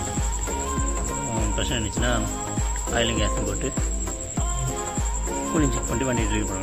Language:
Tamil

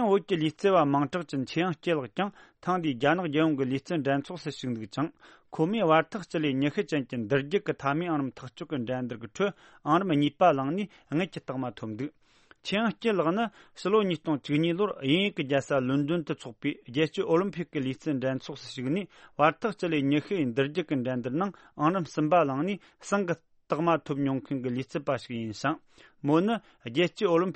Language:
Tibetan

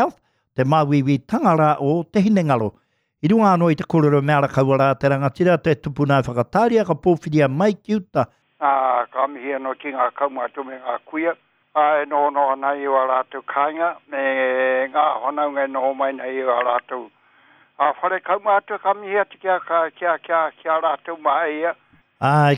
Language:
Māori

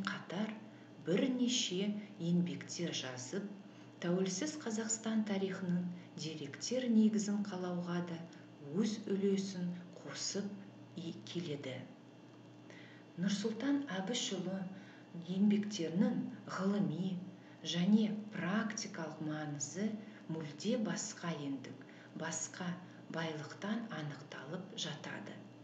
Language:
Kazakh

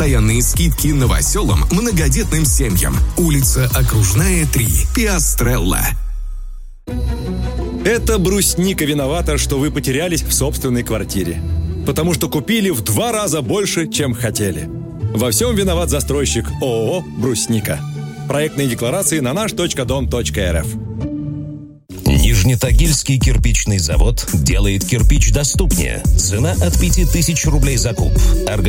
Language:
Russian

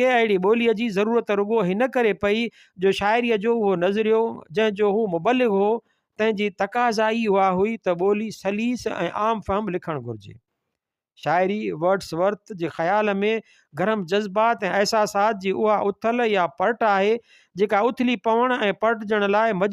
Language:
Sindhi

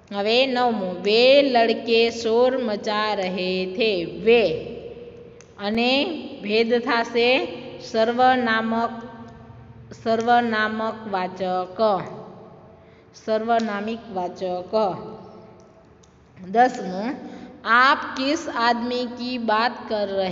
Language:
Gujarati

